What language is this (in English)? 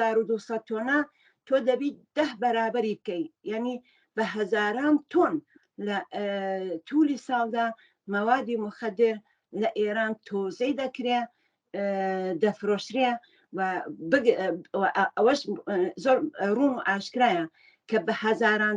Central Kurdish